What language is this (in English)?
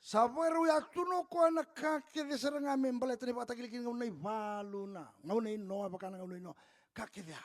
Fijian